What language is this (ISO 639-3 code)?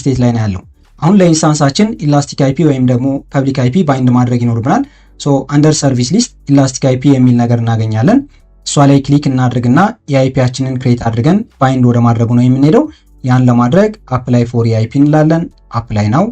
amh